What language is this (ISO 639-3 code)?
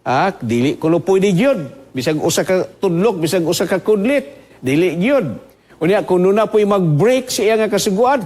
ceb